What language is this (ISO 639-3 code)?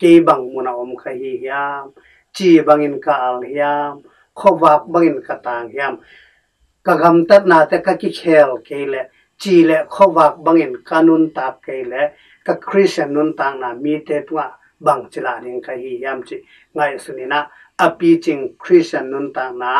ctd